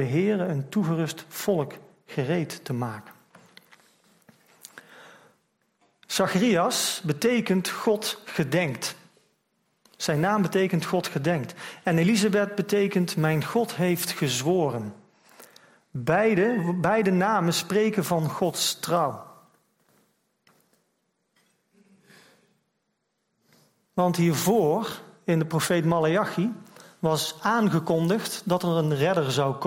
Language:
Dutch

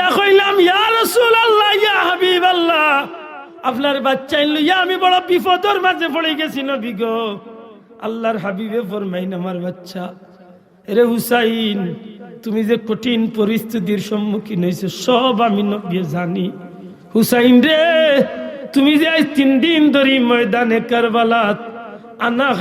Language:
Sylheti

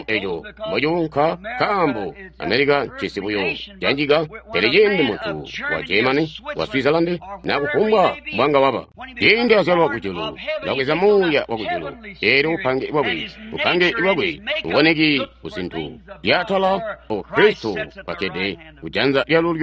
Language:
Tonga (Zambia)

